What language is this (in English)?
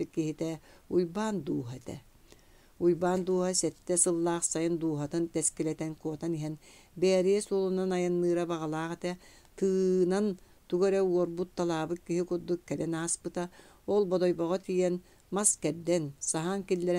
Yakut